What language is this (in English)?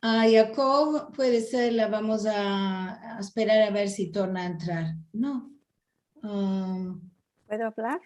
Ladino